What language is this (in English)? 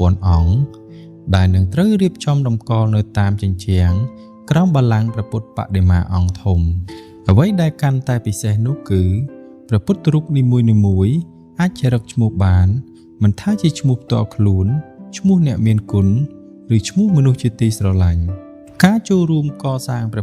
Khmer